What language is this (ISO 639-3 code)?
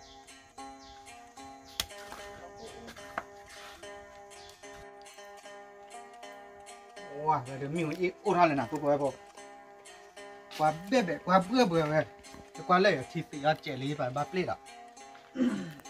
tha